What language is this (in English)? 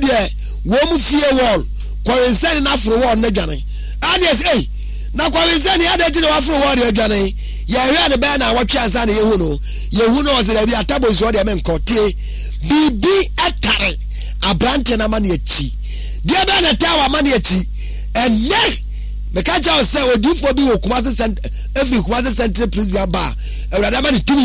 Akan